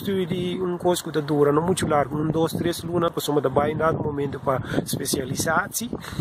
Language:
Papiamento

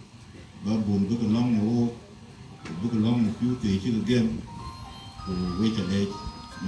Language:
Dinka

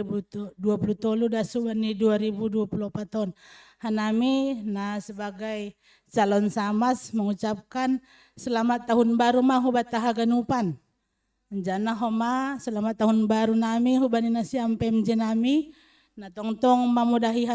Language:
Batak Simalungun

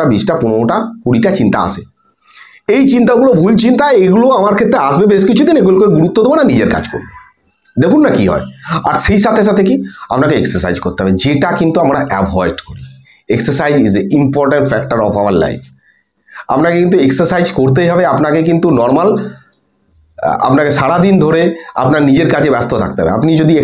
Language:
Bangla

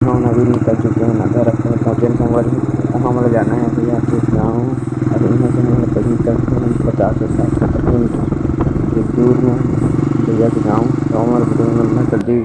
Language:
Chhattisgarhi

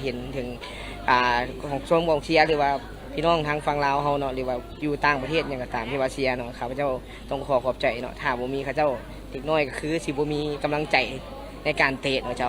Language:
Lao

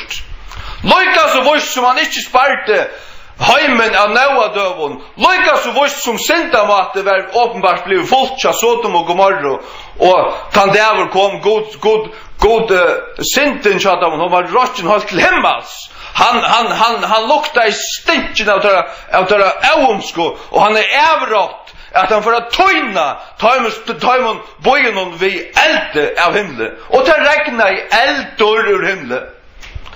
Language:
Faroese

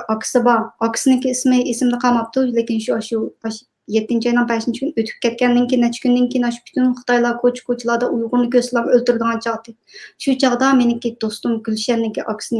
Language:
Uyghur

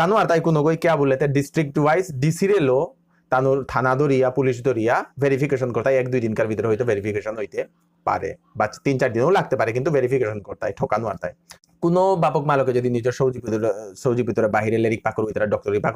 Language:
Bishnupriya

